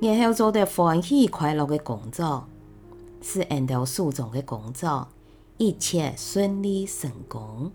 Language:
Hakka Chinese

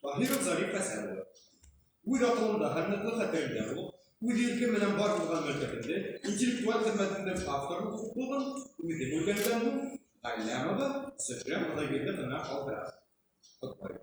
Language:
Bashkir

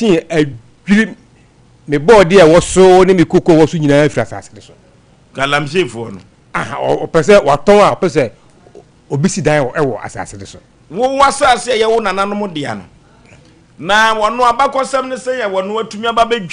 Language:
Akan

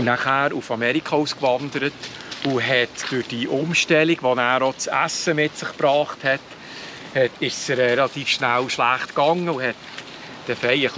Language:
Swiss German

